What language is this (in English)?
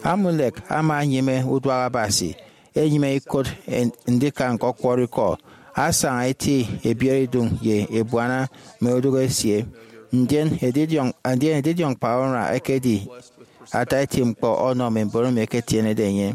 Efik